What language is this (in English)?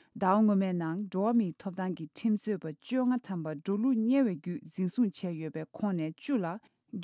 Tibetan